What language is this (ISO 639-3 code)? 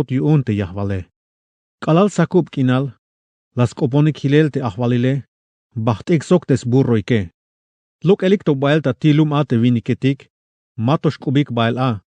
tzh